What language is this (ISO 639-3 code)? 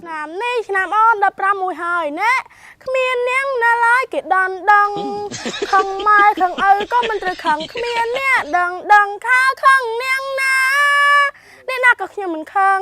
khm